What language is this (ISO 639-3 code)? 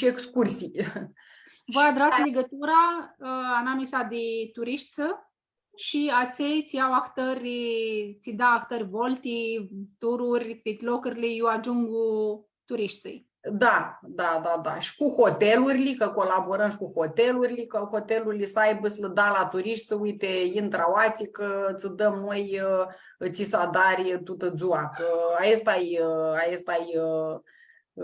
rup